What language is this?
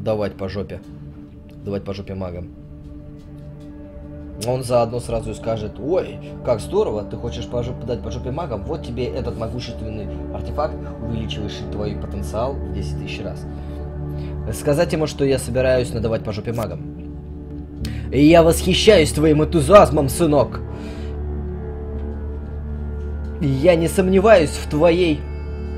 Russian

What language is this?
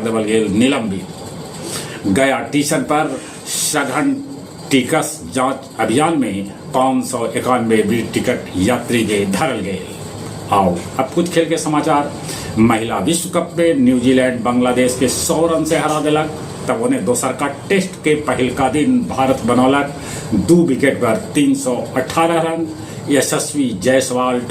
Magahi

